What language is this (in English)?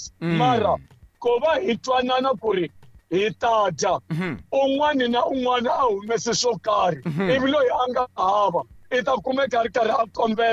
Tsonga